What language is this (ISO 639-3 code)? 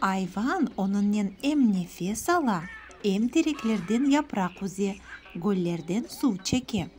crh